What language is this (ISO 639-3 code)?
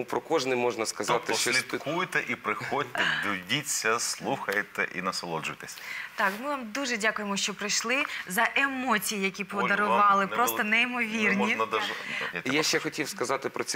ukr